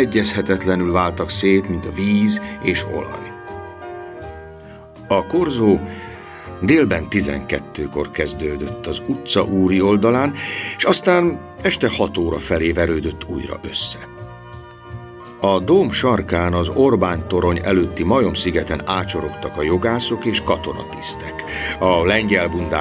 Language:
Hungarian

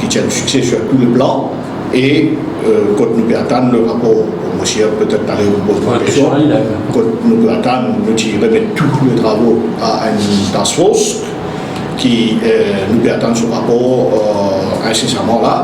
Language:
Morisyen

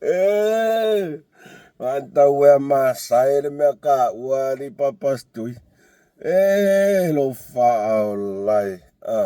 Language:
Samoan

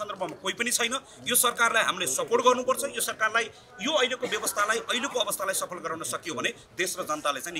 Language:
Nepali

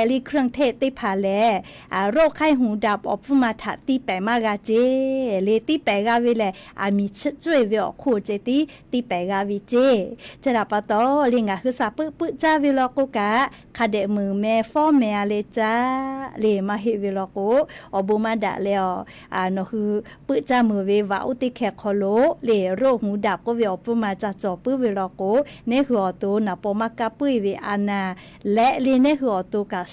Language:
Lahu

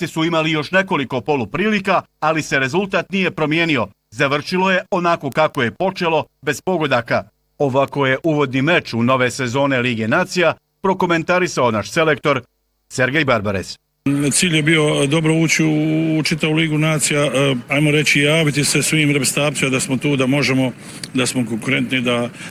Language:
Bosnian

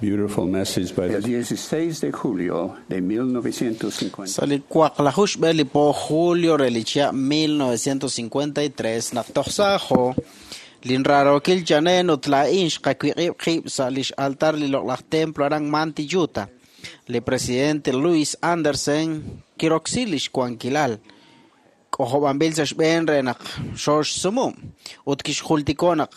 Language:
Kekchí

